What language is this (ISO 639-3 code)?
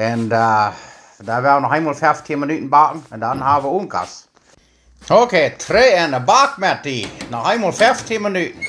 pdt